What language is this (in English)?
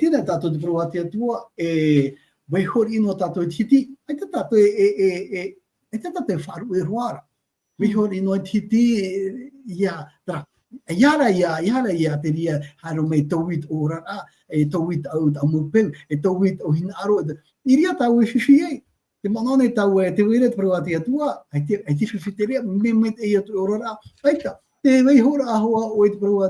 Tahitian